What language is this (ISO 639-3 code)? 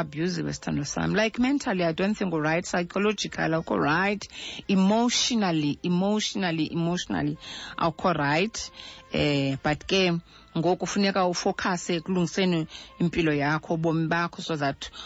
xho